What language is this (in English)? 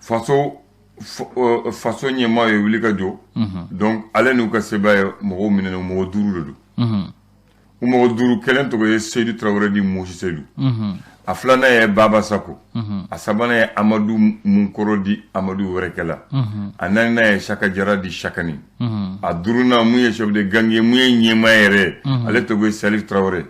Bambara